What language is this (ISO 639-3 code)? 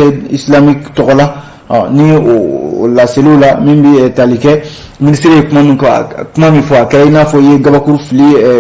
bam